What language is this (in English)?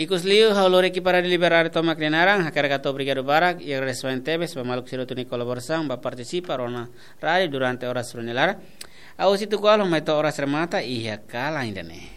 Tetum